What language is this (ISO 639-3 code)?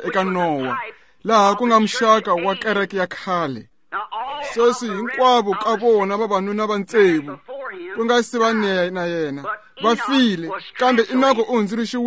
tso